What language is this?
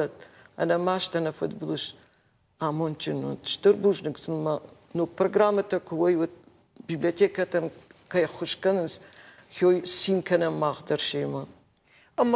Ossetic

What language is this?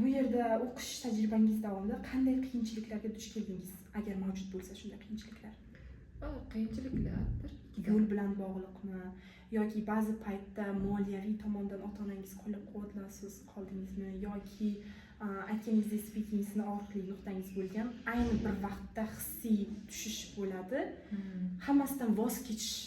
Uzbek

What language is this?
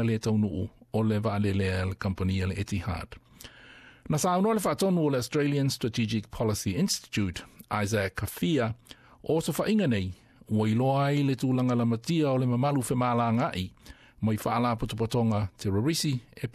Samoan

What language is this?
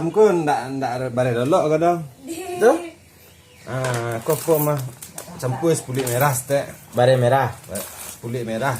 Minangkabau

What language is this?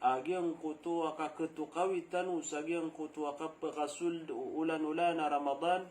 Maranao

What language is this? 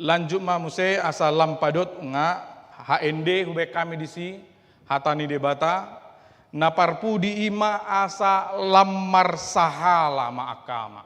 Batak Toba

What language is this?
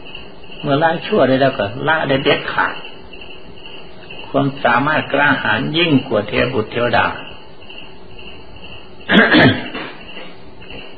Thai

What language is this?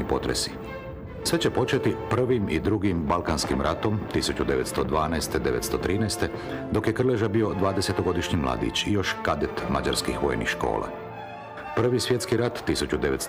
Croatian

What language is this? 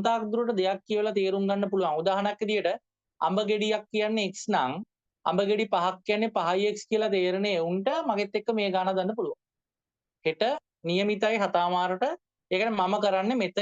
Sinhala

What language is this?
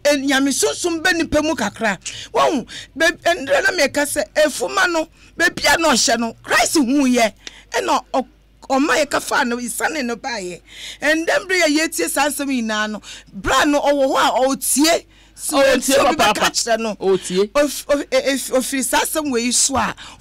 Akan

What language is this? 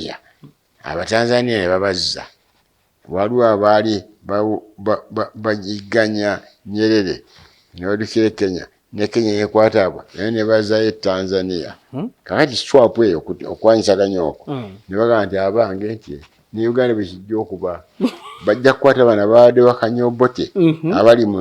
Ganda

